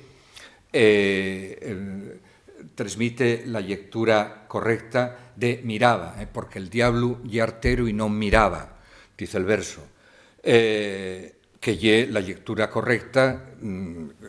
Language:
Asturian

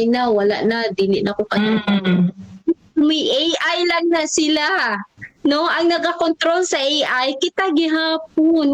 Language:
Cebuano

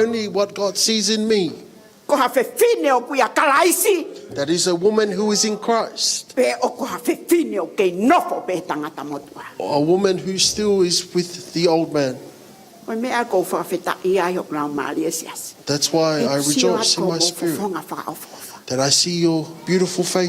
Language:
Tongan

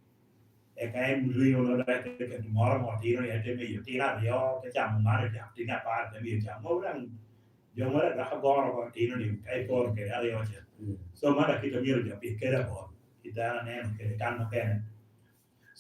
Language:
Lango (Uganda)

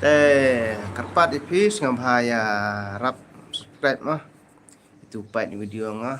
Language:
Khasi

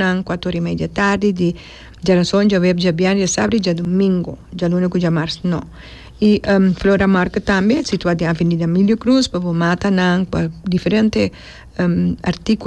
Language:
Papiamento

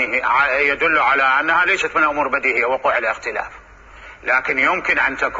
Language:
Mesopotamian Arabic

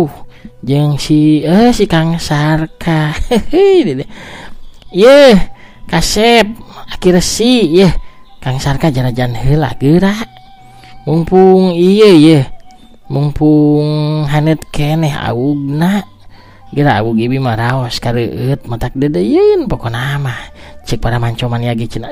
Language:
Sundanese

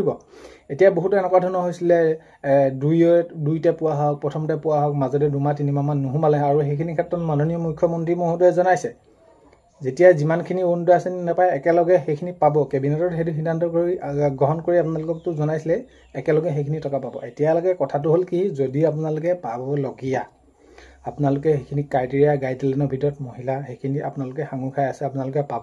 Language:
Assamese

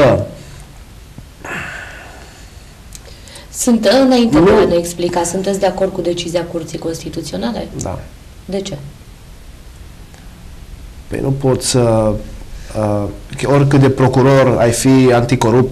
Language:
Romanian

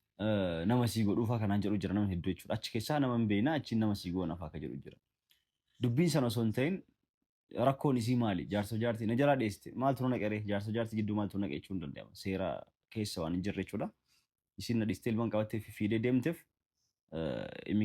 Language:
Oromo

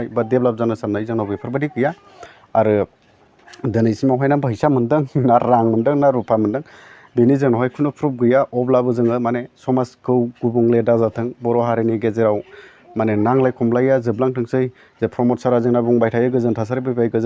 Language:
Bodo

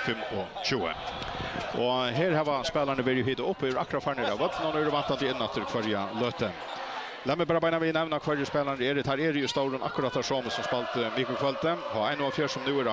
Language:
Faroese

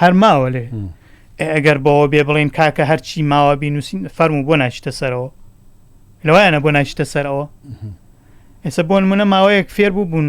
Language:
Central Kurdish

